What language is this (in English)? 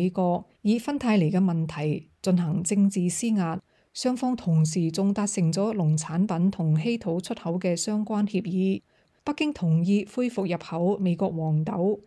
Cantonese